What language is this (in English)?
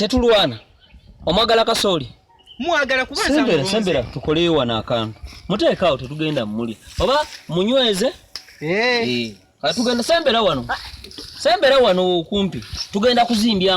Ganda